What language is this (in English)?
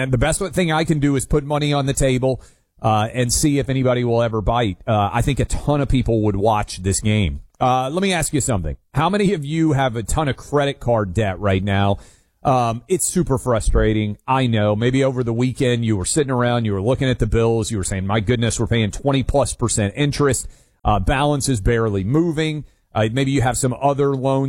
English